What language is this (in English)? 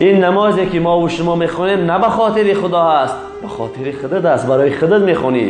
Tajik